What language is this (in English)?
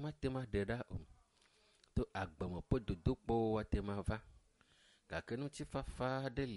Ewe